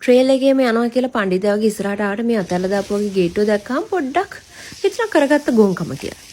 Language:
Sinhala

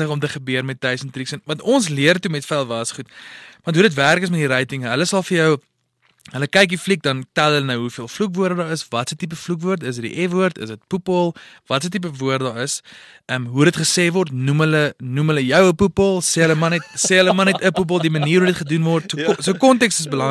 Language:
Afrikaans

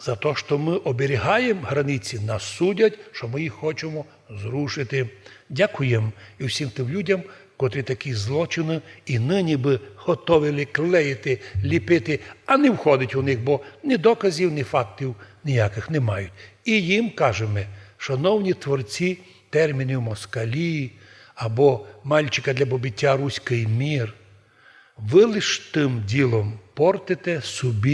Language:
Rusyn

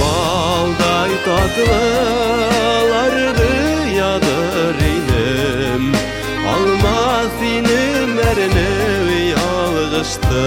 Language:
Bashkir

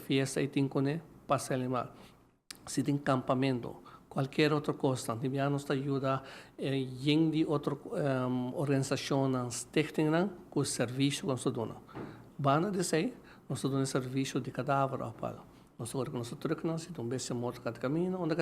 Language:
Papiamento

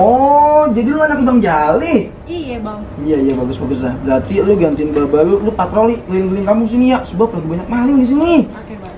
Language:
Betawi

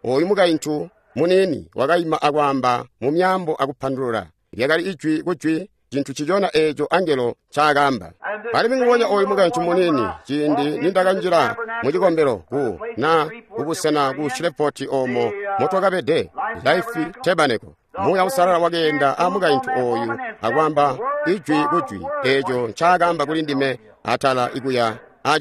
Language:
Tonga (Zambia)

